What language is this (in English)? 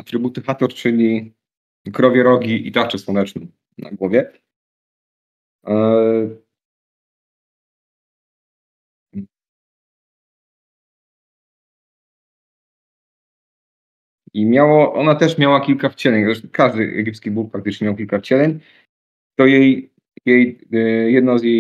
Polish